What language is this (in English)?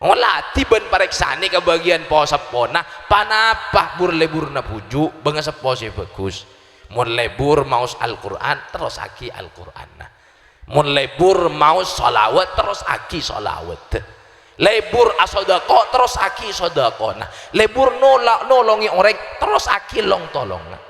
Madurese